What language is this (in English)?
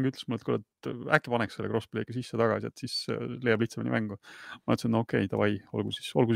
Estonian